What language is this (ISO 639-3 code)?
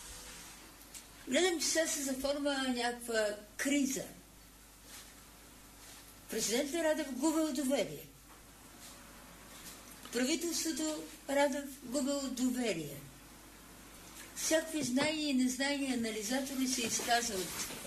bul